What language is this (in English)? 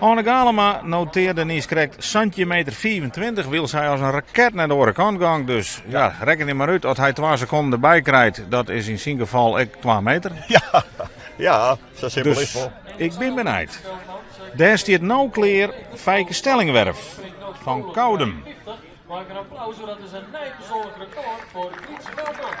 Western Frisian